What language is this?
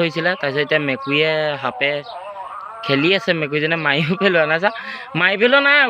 Assamese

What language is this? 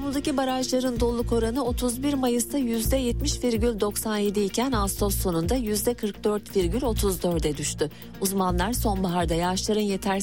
Turkish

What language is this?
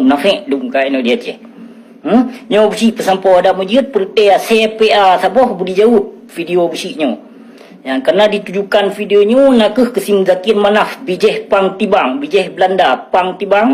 Achinese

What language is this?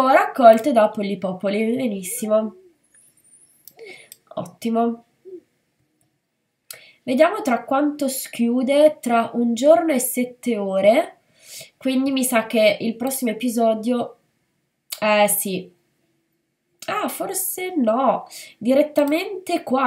Italian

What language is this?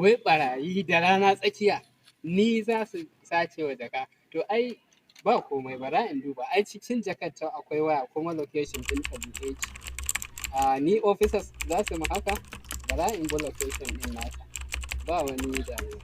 Hausa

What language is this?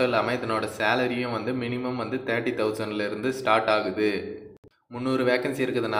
Tamil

